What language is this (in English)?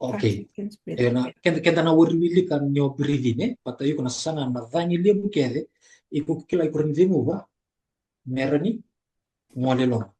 Fijian